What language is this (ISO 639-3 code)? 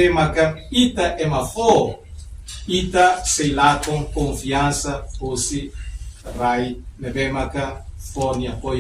tet